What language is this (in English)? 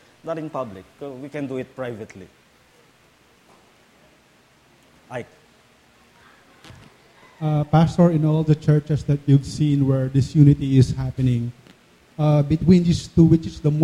Filipino